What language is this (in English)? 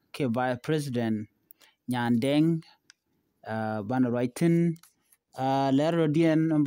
Nuer